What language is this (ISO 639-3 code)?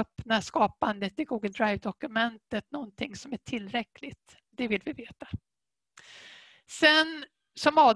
swe